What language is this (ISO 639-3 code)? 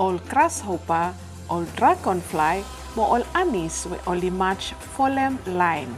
bis